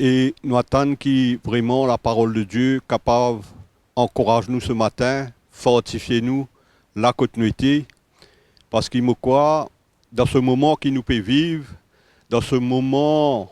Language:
Morisyen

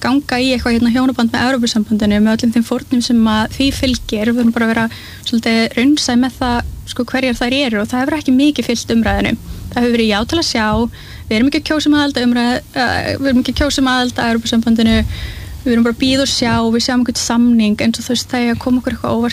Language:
Icelandic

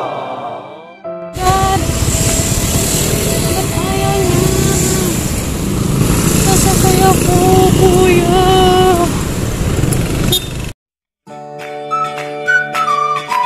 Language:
Filipino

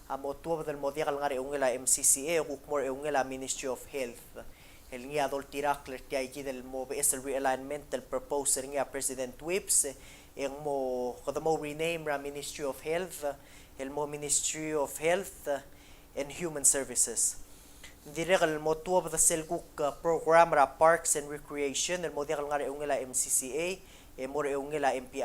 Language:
Palauan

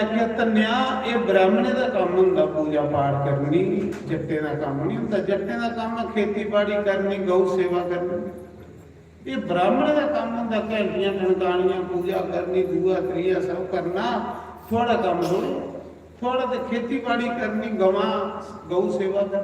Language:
Dogri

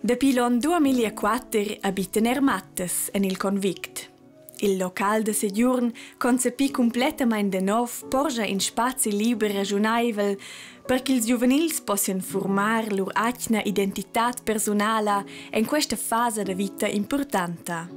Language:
Romansh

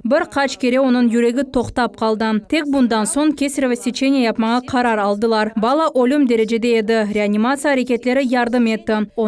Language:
Crimean Tatar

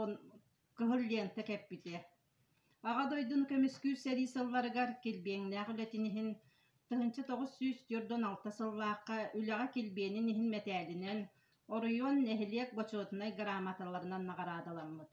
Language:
Yakut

